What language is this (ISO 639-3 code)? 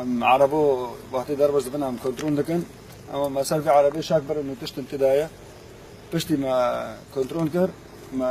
kur